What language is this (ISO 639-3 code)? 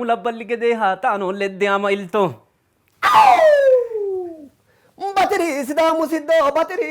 sid